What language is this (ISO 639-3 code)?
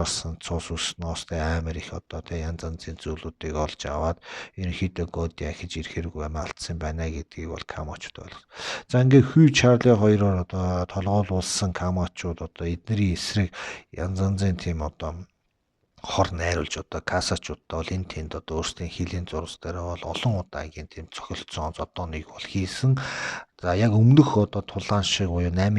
mon